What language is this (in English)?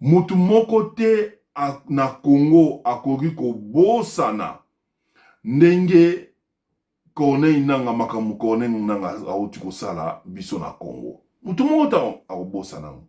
Lingala